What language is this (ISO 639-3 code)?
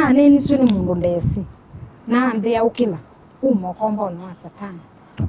kam